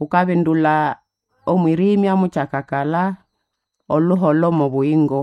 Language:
Nande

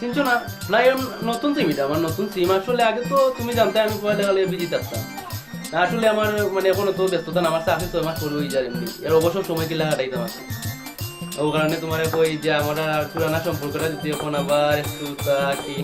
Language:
Sylheti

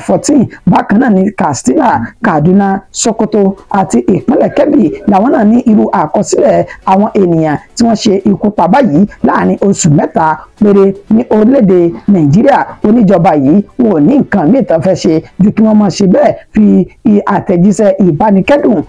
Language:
Yoruba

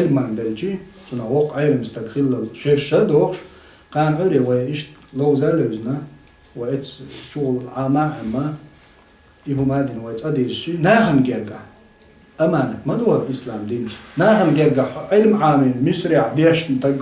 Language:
Chechen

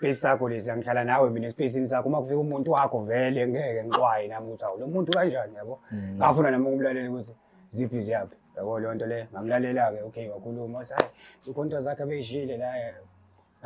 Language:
Zulu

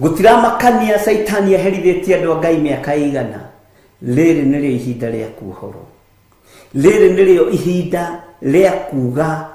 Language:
Kikuyu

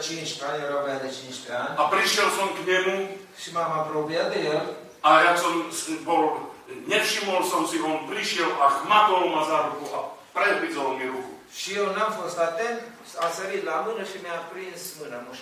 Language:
Slovak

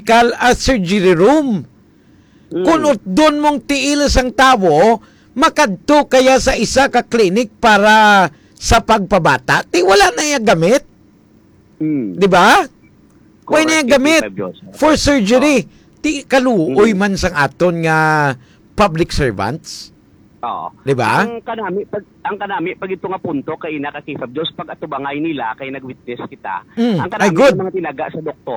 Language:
Hiligaynon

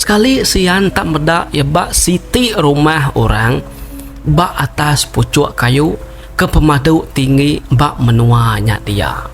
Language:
Iban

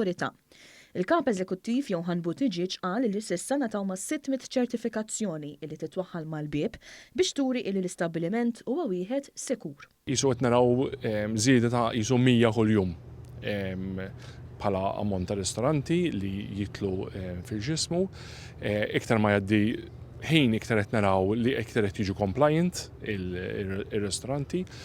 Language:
Maltese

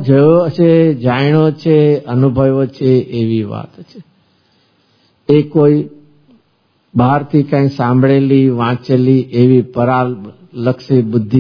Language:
Gujarati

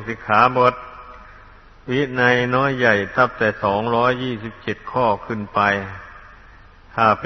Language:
Thai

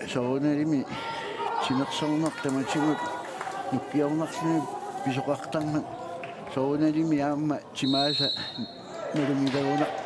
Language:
Kalaallisut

